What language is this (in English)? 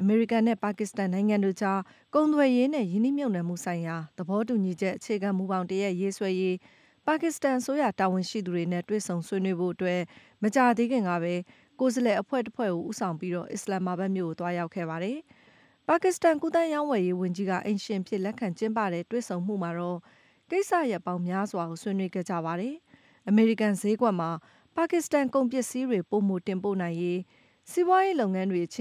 Burmese